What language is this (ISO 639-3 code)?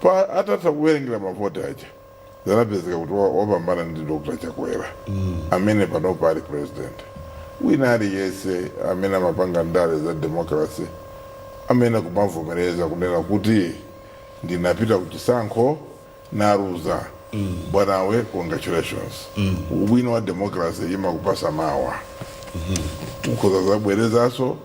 nya